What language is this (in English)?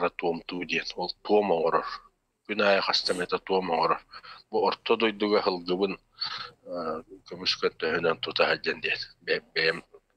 Yakut